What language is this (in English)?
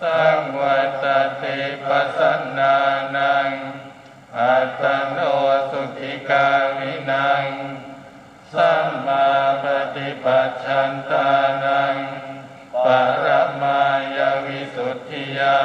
Pali